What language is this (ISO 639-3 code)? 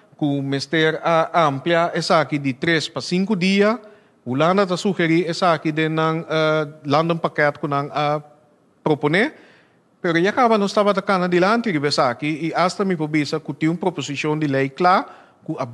pap